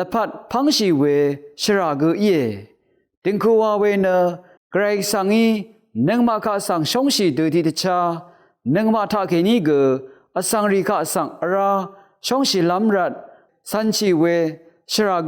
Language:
Rawang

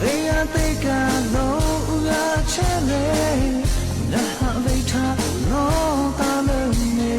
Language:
Lahu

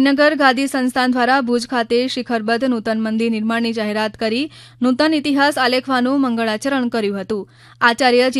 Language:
Gujarati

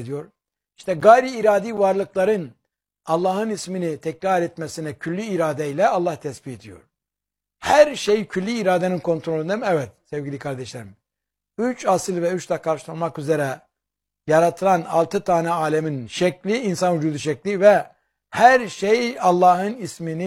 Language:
Turkish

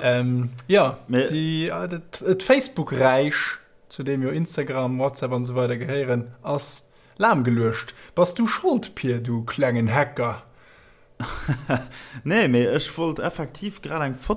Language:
Luxembourgish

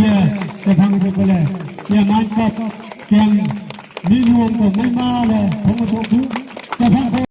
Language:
Wancho Naga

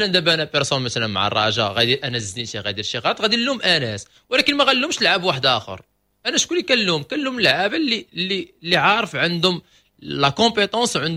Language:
Moroccan Arabic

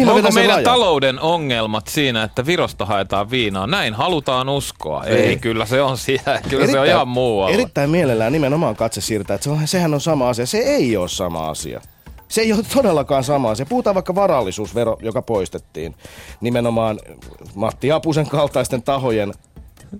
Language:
Finnish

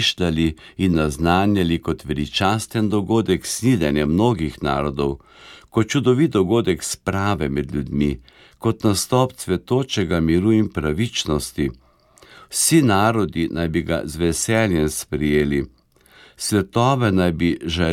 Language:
Slovenian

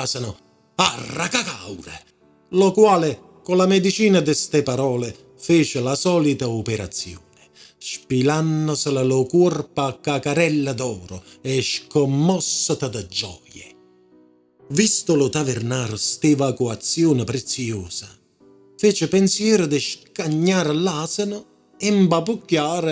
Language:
Neapolitan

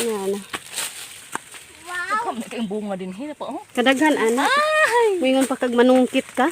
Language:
Cebuano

